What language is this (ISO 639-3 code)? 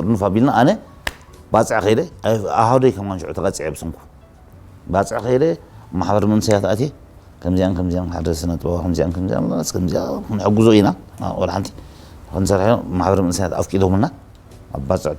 tir